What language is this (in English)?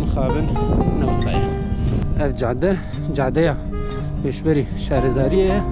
Kurdish